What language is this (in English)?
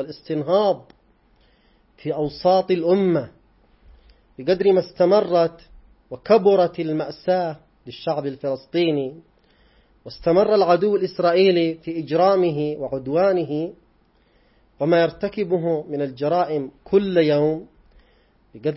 Arabic